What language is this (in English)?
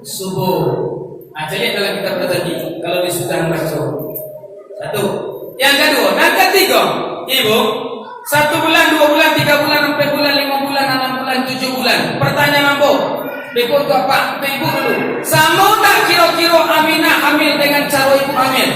Minangkabau